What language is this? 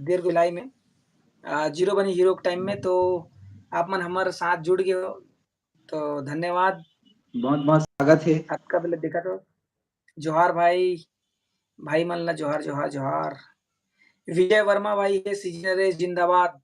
Chhattisgarhi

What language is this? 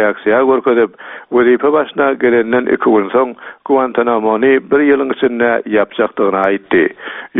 Turkmen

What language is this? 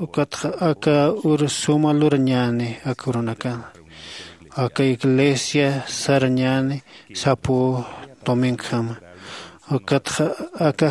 Aymara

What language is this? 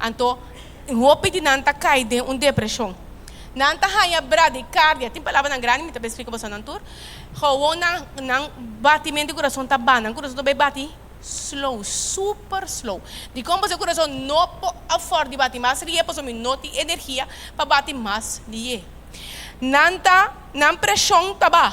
Papiamento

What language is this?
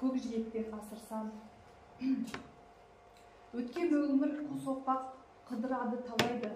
Kazakh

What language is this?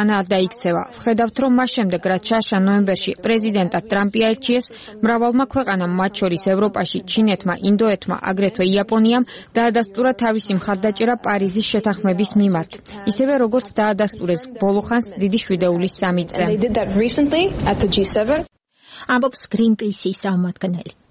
Georgian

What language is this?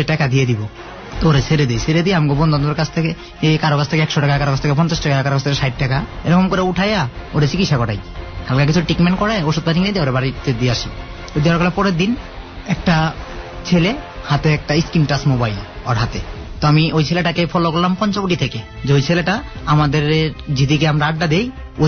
Bangla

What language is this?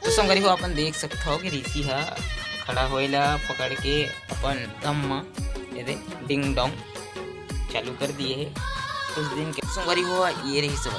Chhattisgarhi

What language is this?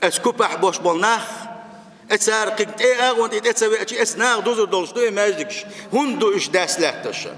Chechen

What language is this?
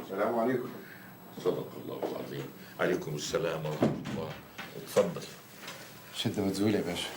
Egyptian Arabic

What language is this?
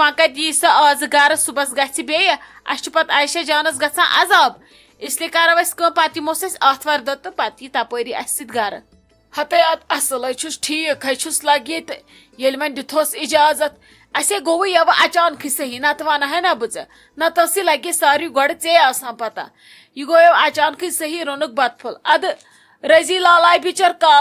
Kashmiri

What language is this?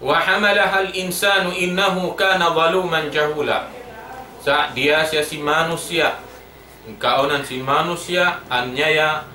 Tausug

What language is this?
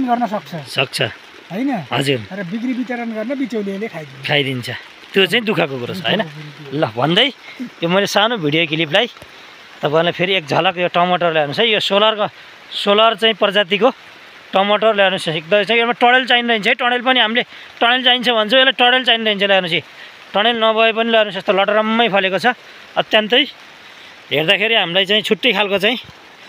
Nepali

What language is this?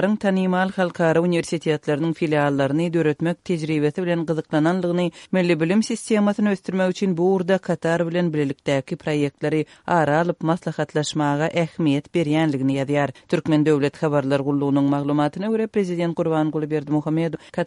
Turkmen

